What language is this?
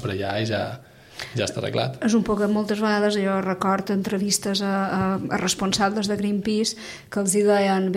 Catalan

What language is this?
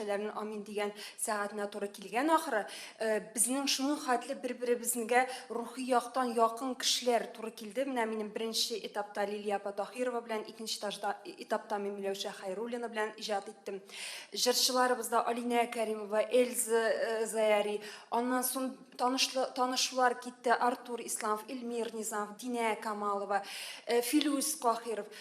Tatar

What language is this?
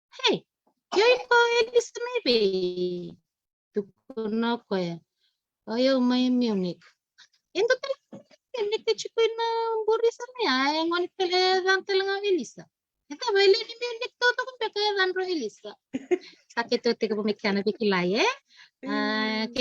Fijian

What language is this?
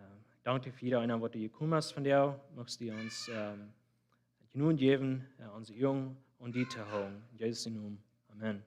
Plautdietsch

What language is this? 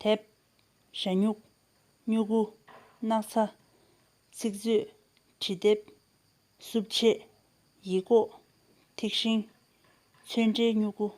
Tibetan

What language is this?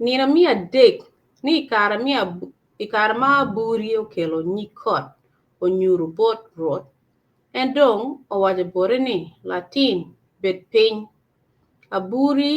Acoli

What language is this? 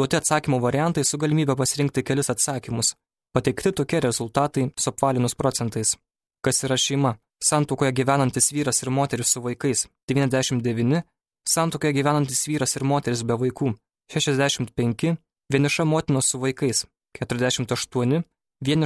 Lithuanian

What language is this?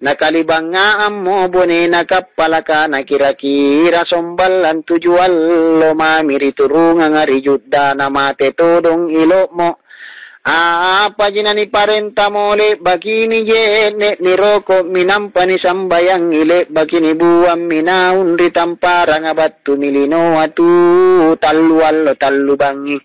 Makasar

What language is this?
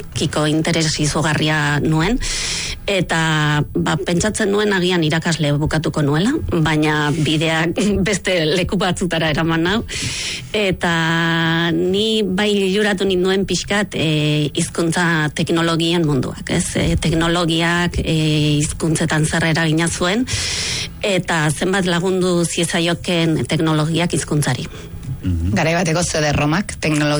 Basque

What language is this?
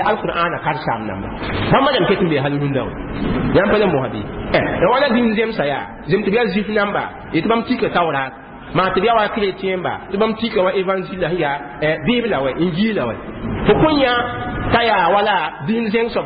Mossi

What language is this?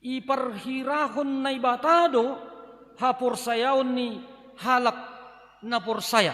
Batak Simalungun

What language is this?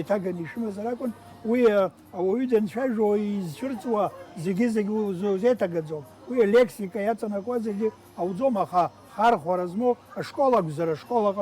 Abkhazian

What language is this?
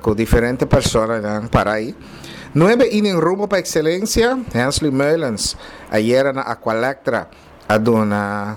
Papiamento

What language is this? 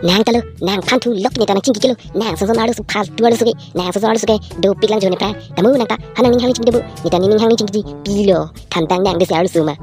Karbi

